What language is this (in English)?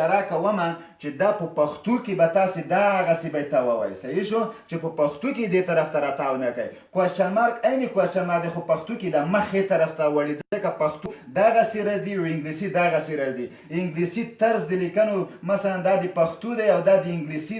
Pashto